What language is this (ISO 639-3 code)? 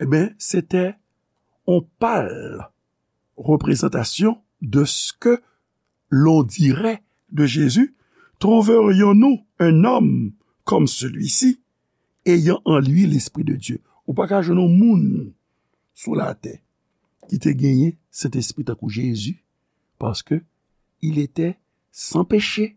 hat